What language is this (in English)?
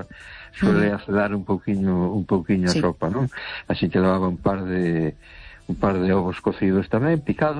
Galician